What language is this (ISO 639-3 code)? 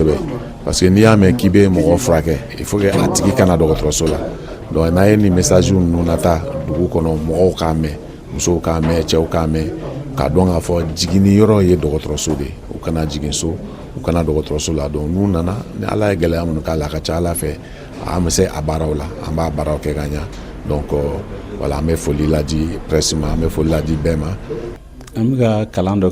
bam